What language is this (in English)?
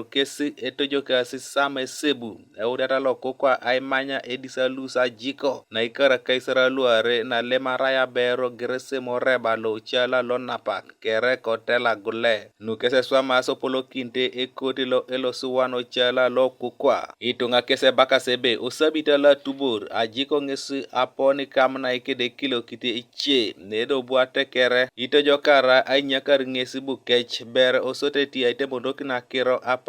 Teso